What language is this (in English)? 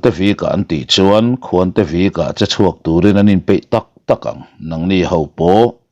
Mizo